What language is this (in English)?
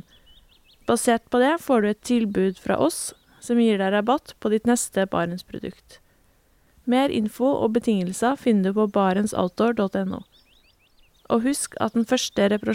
Norwegian